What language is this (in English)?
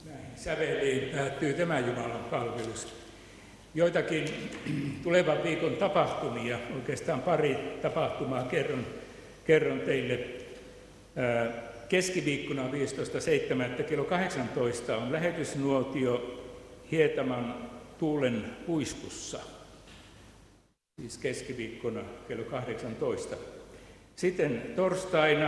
Finnish